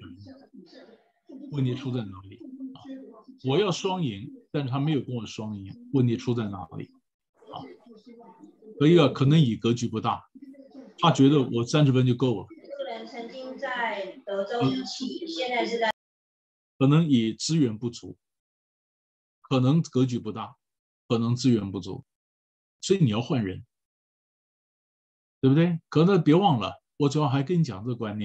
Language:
Chinese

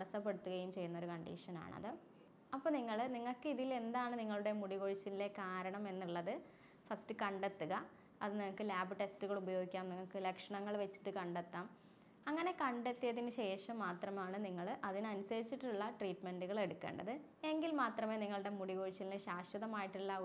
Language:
Malayalam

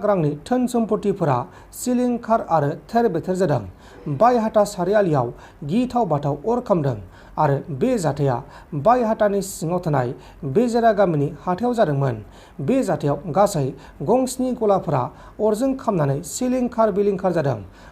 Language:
Bodo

